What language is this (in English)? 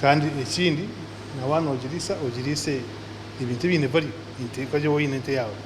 Nyankole